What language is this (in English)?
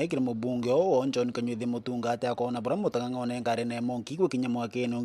Meru